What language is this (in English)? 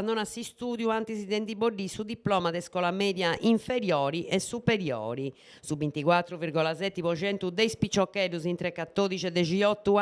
Sardinian